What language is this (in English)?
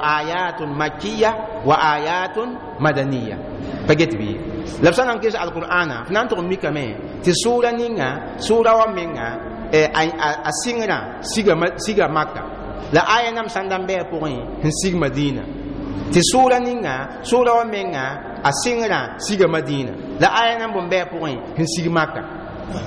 Mossi